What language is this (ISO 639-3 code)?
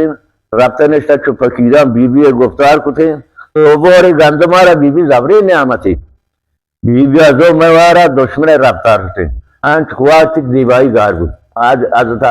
bal